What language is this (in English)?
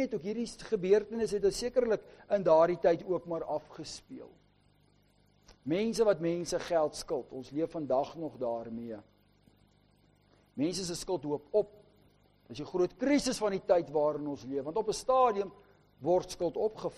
Afrikaans